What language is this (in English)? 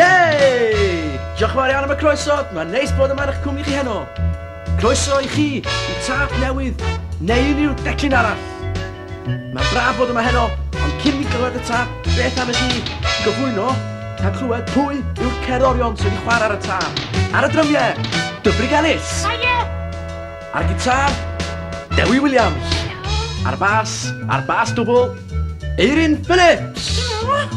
Welsh